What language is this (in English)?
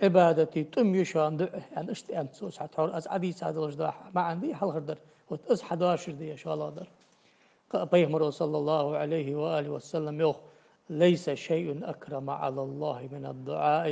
Ingush